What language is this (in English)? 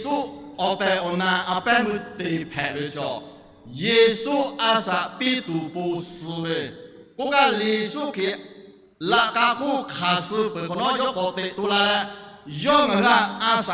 Lahu